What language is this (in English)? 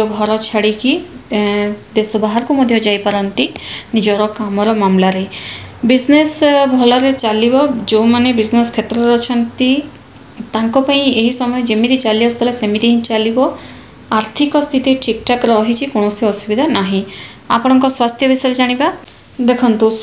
Odia